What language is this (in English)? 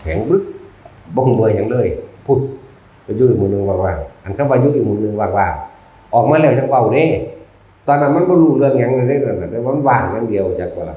Northeastern Thai